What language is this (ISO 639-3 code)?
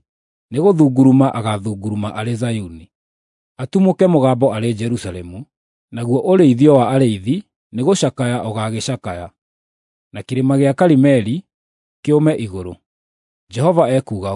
kik